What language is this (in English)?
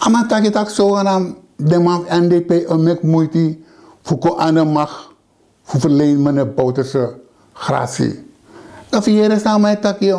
Sranan Tongo